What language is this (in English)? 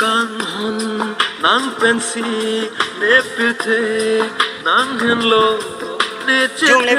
Karbi